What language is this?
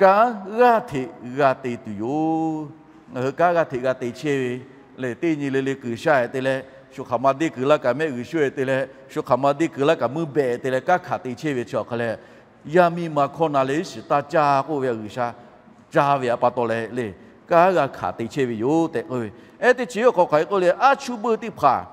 Lahu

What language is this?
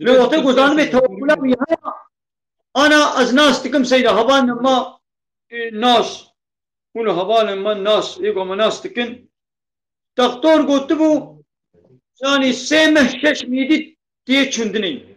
Kurdish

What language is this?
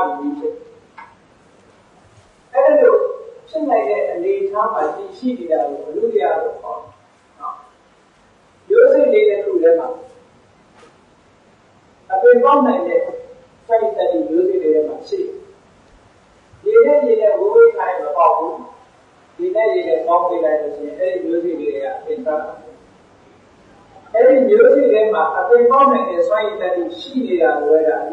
Burmese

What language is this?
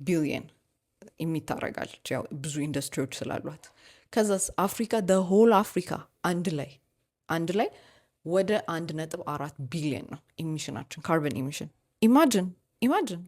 Amharic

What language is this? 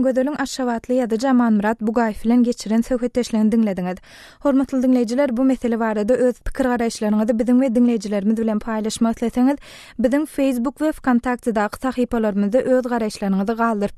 Turkmen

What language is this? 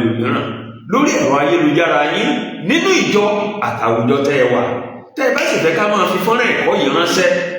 Yoruba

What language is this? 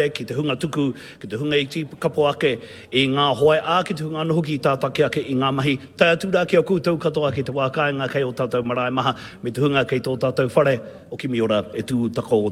Māori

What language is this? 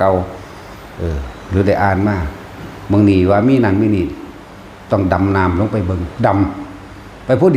Lao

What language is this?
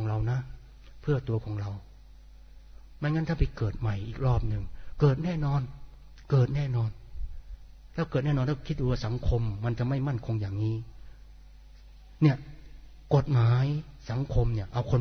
Thai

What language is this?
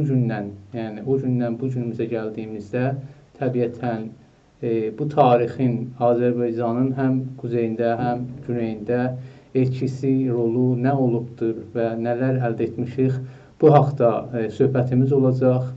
South Azerbaijani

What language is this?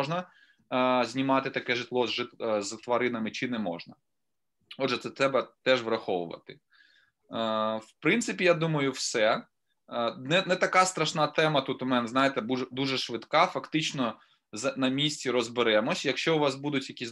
Ukrainian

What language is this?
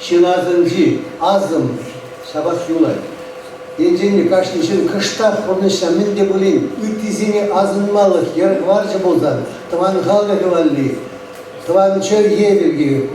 Chuvash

